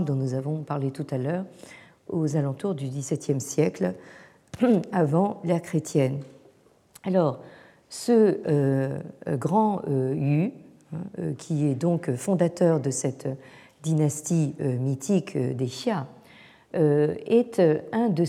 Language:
French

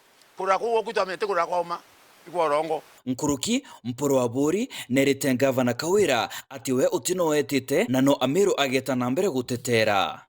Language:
Meru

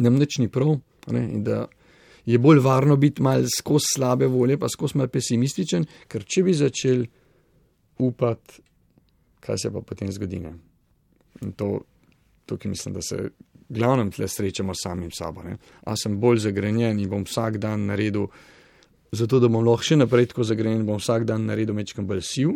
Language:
Slovenian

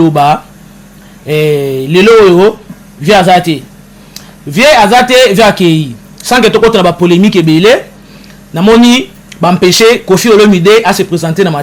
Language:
Lingala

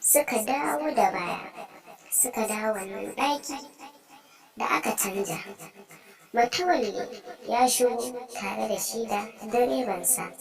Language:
Hausa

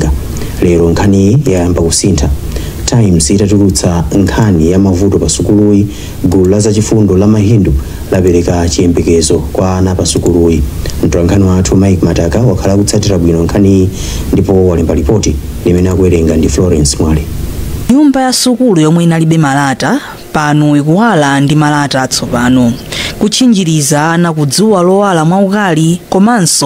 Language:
Nyanja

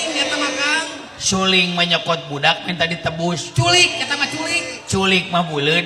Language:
Sundanese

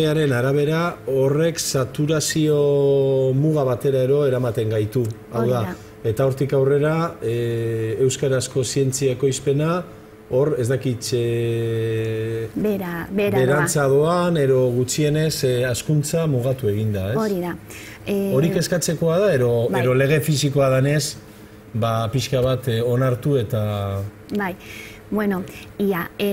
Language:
Basque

